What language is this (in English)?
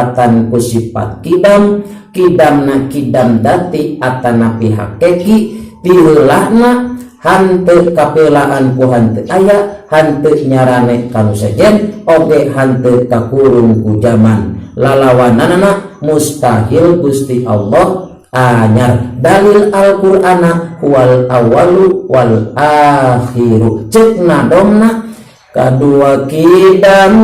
Sundanese